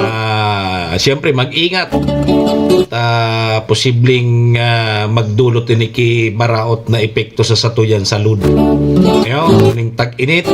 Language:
Bikol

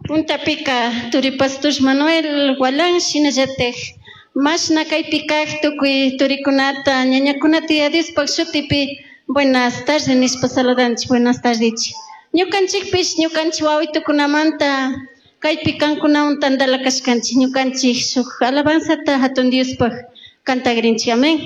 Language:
Chimborazo Highland Quichua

